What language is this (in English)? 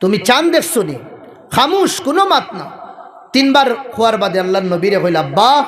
Sylheti